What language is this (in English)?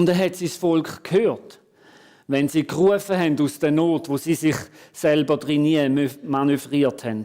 Swiss German